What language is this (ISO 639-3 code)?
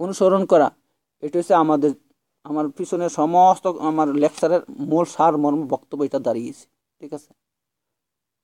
ben